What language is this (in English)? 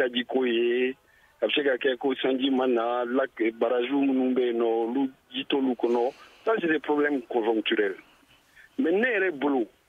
Bambara